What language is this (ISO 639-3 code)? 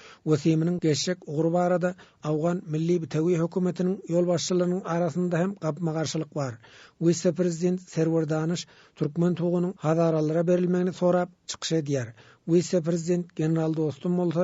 tuk